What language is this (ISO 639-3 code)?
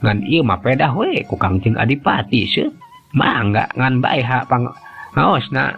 sun